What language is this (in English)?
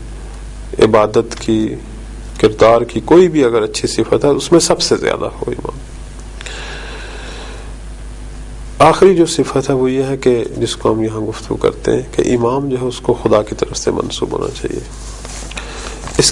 Urdu